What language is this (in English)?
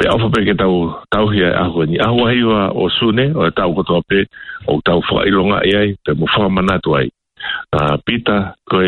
Tongan